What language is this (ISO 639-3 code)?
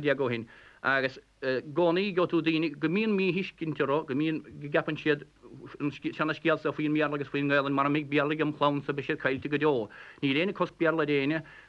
gle